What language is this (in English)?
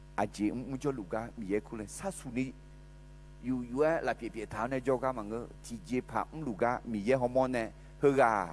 Akha